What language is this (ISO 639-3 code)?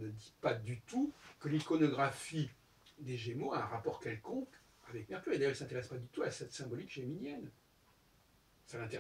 fra